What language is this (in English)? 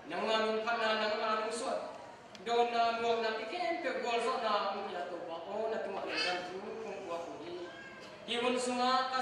Tedim Chin